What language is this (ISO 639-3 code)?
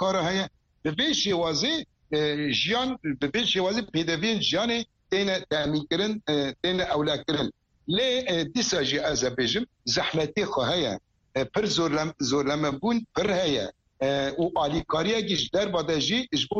kur